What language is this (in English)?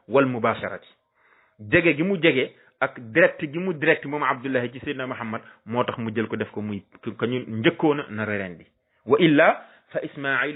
Wolof